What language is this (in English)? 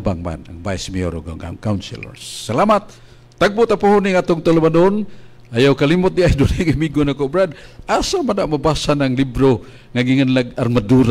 Cebuano